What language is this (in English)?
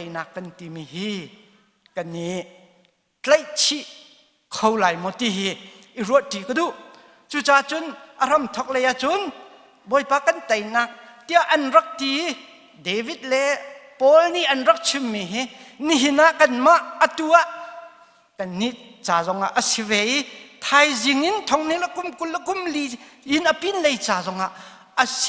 Hakha Chin